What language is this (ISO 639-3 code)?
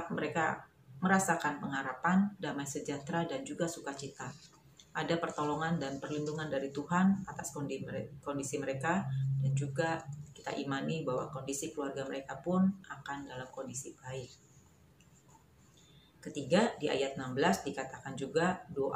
ind